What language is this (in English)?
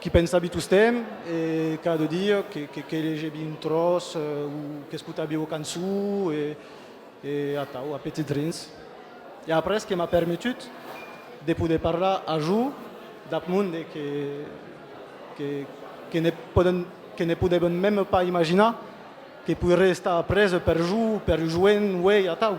Occitan